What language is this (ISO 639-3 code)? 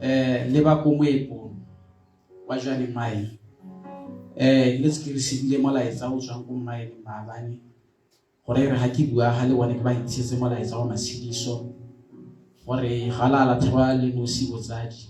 tsn